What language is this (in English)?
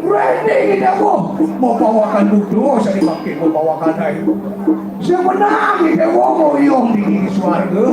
Balinese